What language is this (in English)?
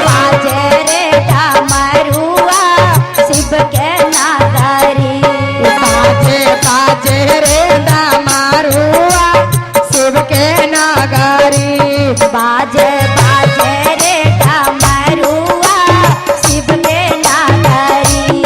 Magahi